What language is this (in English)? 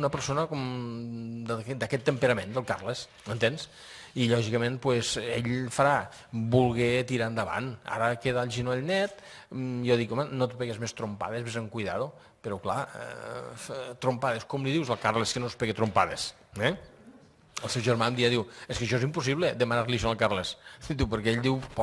Catalan